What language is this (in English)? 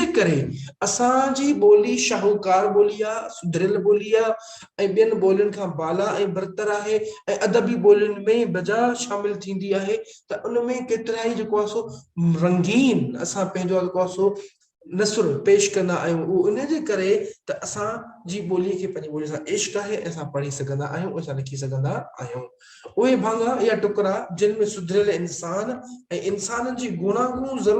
Sindhi